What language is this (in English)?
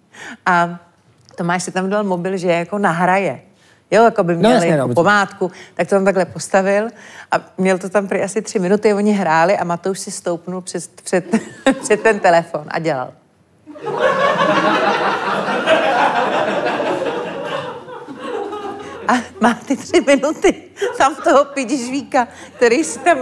Czech